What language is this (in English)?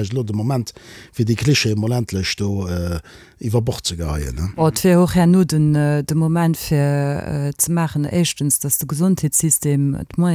Luxembourgish